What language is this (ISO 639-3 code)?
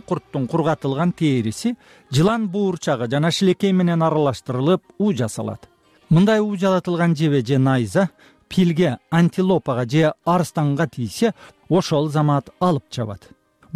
kir